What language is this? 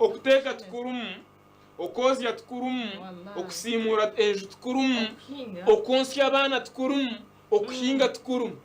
Nyankole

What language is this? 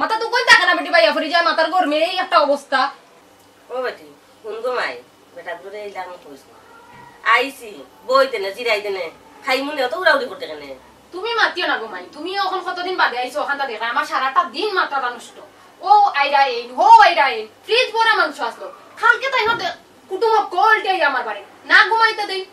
Sylheti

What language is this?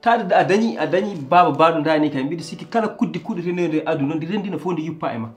Fula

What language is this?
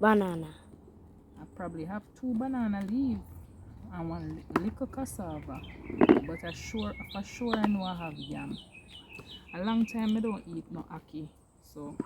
Jamaican Creole English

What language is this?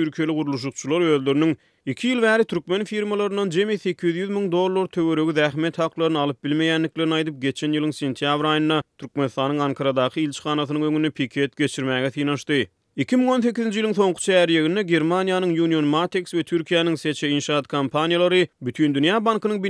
Turkmen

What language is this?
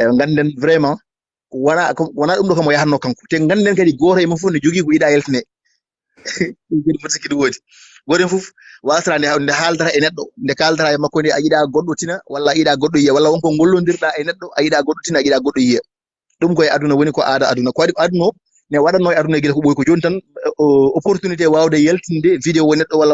Fula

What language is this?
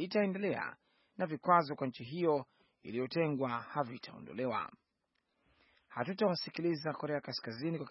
Swahili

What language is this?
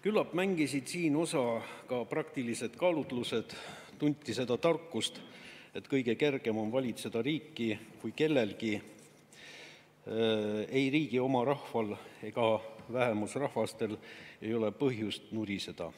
Estonian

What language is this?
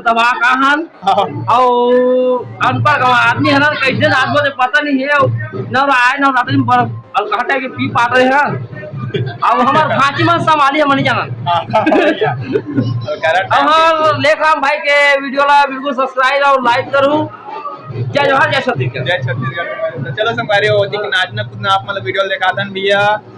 Chhattisgarhi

